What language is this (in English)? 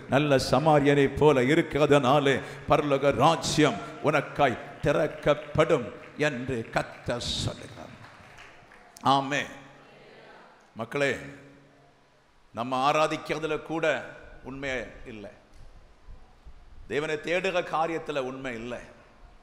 Tamil